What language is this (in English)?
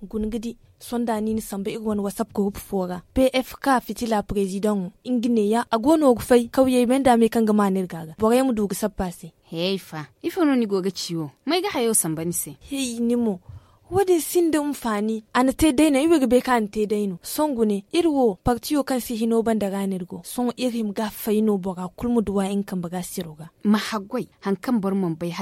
Zarma